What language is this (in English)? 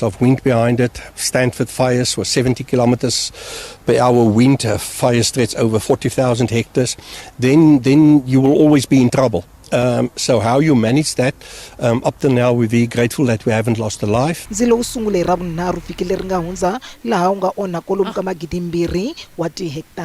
Tsonga